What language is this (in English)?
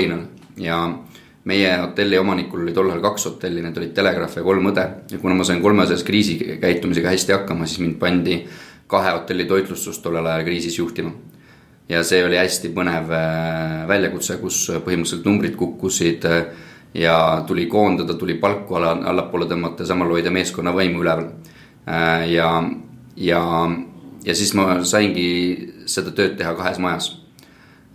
Estonian